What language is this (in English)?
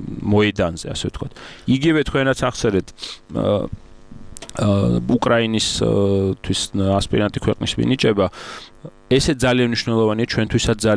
Georgian